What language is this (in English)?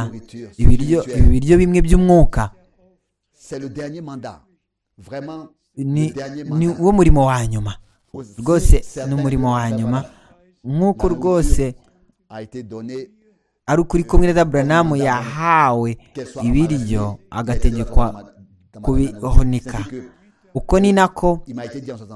Kinyarwanda